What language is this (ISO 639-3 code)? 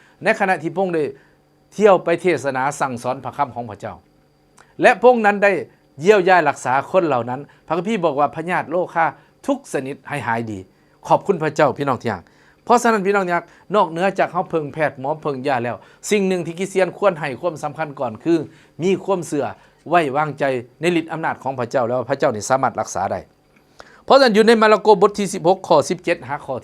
lao